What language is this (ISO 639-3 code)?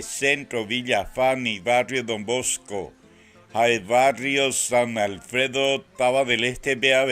grn